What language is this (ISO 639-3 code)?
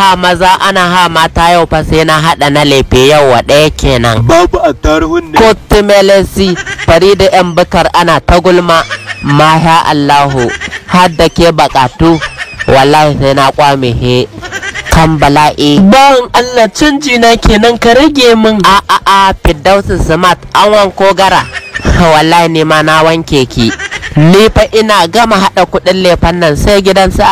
hau